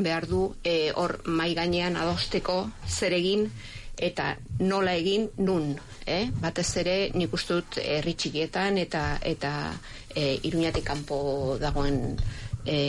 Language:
Basque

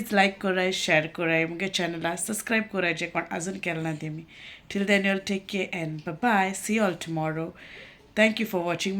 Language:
Konkani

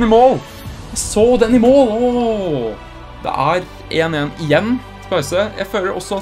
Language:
Norwegian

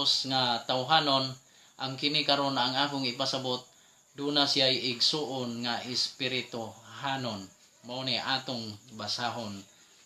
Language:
Cebuano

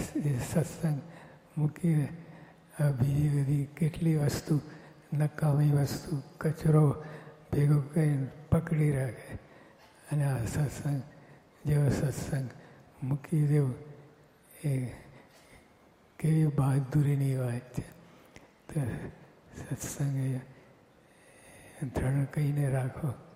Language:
Gujarati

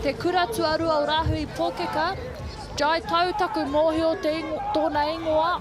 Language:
Māori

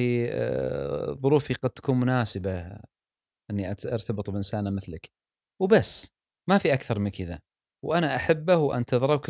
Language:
Gulf Arabic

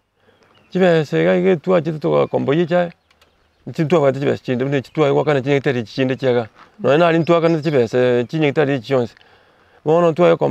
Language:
Gusii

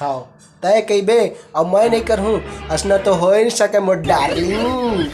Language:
Chhattisgarhi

